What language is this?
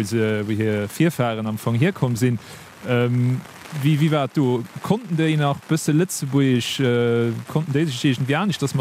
Luxembourgish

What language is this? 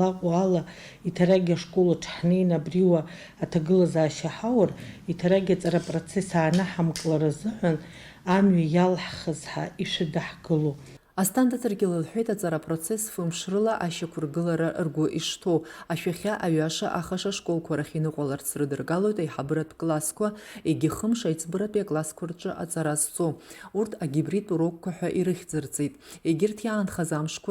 Abkhazian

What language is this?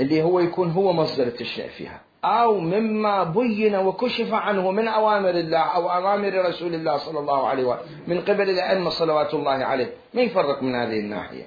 Mesopotamian Arabic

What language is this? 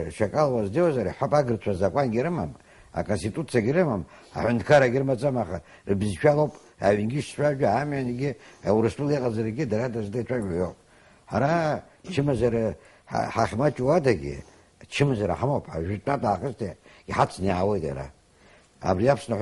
Abkhazian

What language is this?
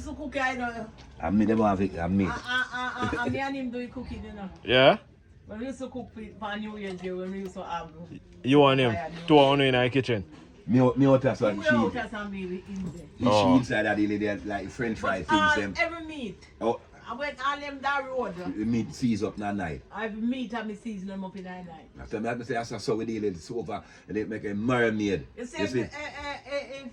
Jamaican Creole English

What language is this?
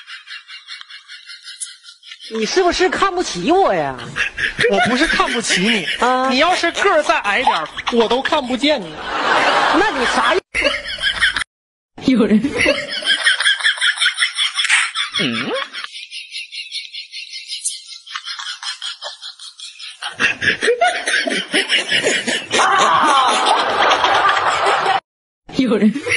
Chinese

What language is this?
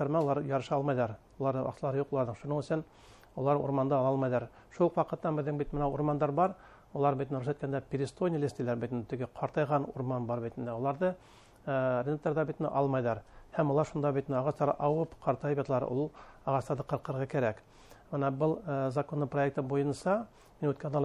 Bashkir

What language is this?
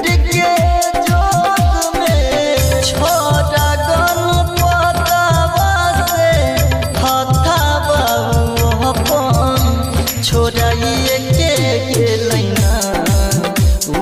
Bhojpuri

